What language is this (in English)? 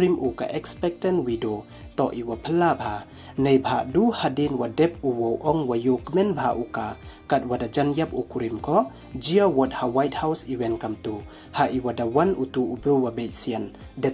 Pnar